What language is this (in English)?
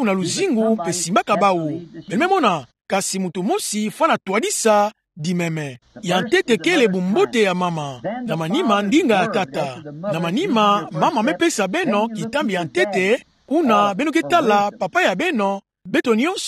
Kituba (Democratic Republic of Congo)